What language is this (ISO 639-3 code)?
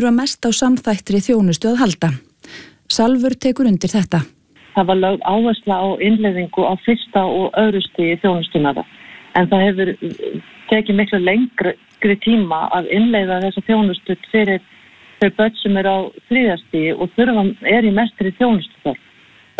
isl